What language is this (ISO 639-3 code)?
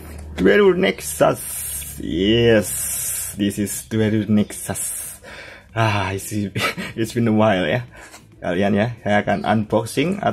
ind